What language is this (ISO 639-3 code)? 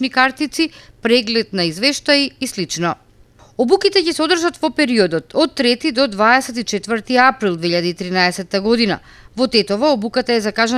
mkd